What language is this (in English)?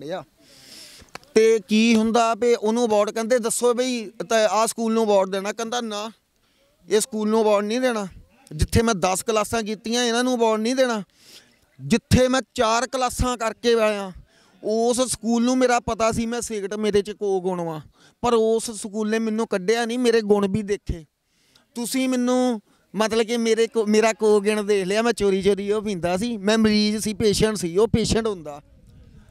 Punjabi